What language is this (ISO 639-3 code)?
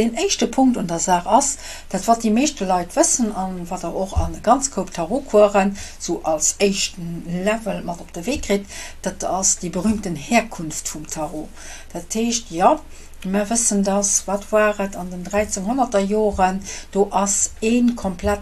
ltz